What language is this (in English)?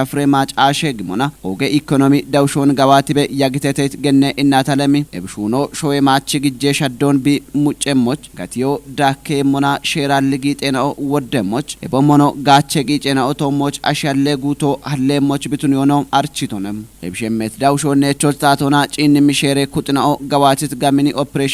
Kafa